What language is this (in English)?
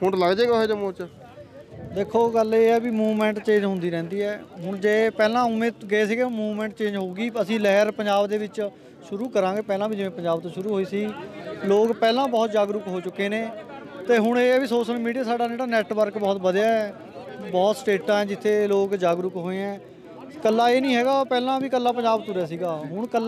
Punjabi